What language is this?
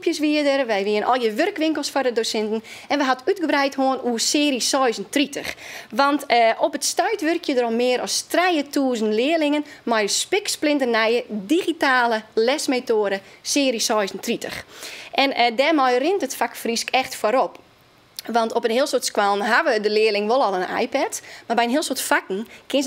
Western Frisian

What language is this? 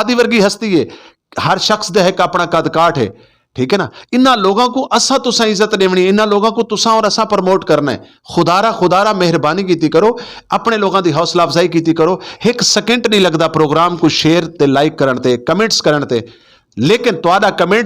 Saraiki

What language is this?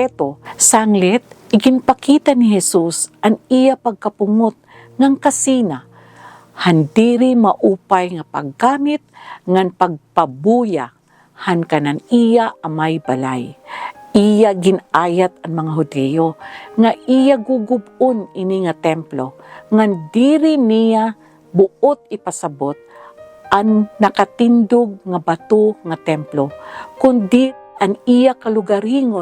Waray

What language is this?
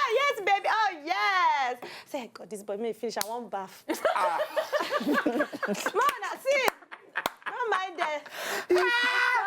Nigerian Pidgin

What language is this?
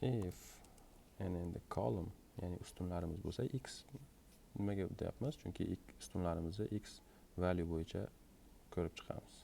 Uzbek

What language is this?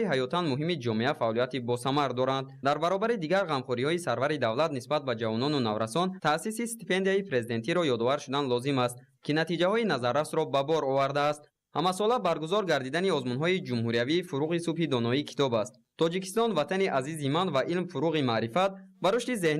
Tajik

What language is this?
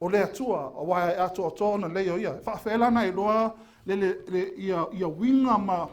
Samoan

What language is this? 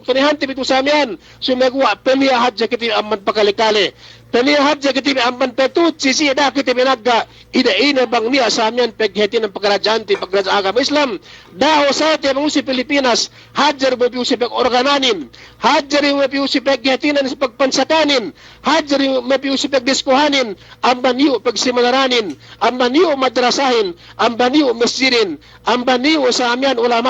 Yakan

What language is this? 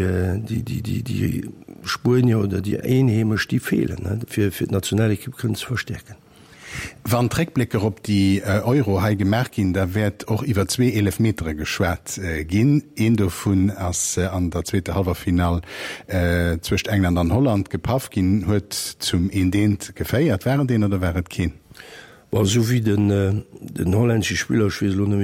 Luxembourgish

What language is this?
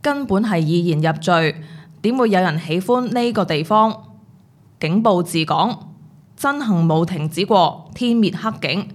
Cantonese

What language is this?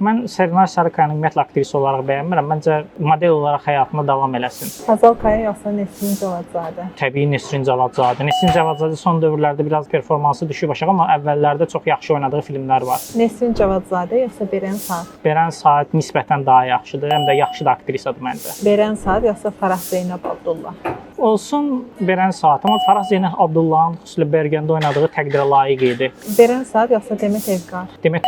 Azerbaijani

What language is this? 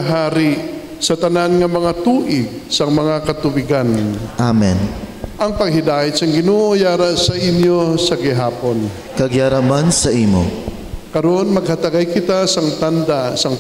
Hiligaynon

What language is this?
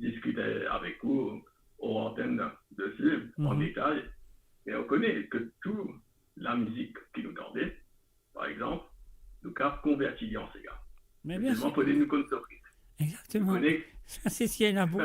Morisyen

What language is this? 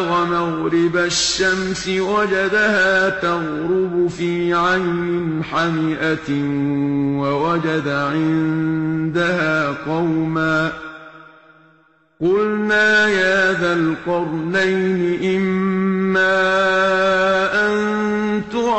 Arabic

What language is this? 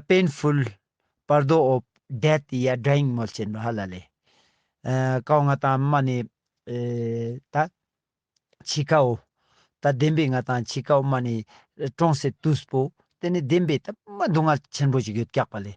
Ladakhi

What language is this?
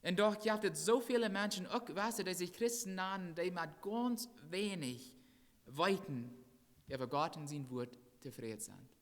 Plautdietsch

